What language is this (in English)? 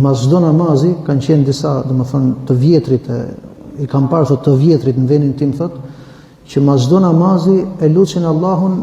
Albanian